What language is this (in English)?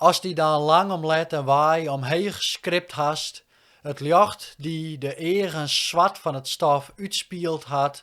Western Frisian